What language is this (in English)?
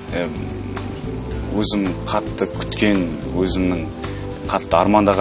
Kazakh